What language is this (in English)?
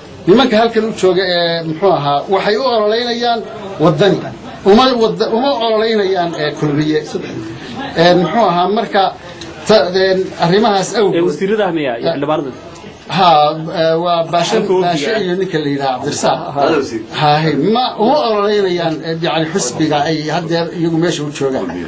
Somali